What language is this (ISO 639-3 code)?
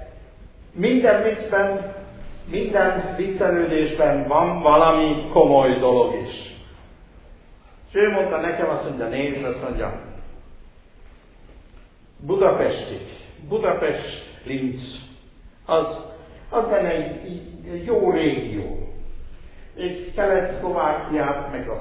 hun